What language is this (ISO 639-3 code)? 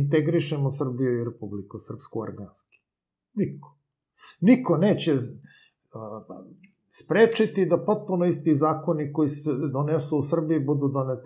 srp